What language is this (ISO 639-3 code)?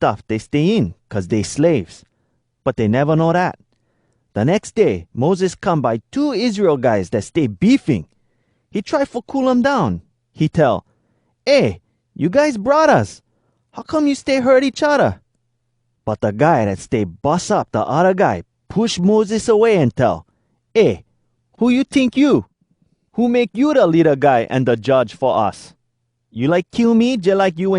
hwc